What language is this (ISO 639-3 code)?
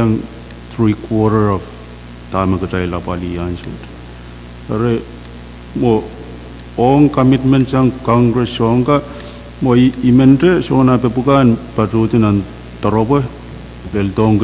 pon